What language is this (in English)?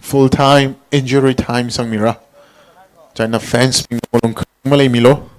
Tangkhul Naga (India)